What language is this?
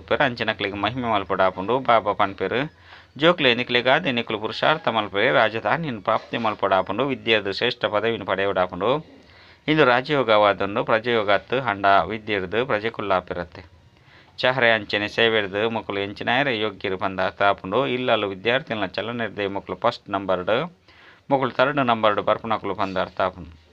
Tulu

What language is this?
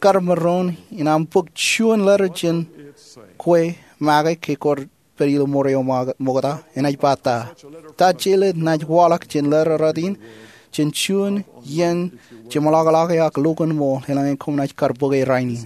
Marshallese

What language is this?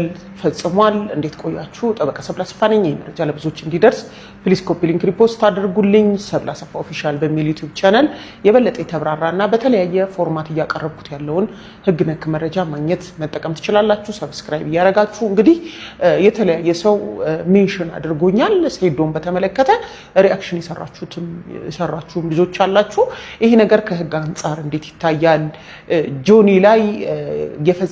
Amharic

